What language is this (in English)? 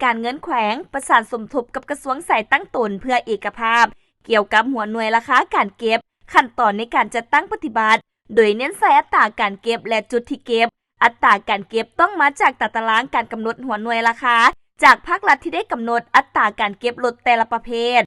Lao